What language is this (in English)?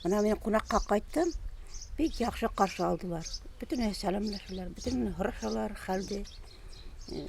Bashkir